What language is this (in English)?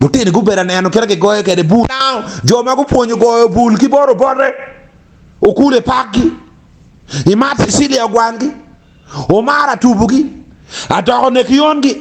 Acoli